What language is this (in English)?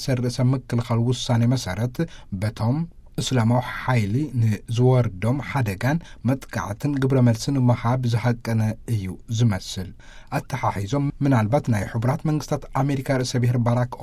Tigrinya